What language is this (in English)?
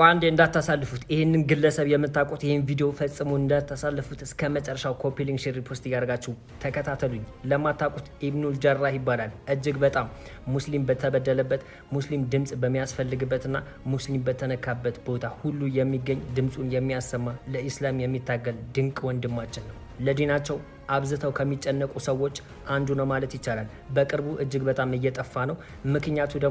Amharic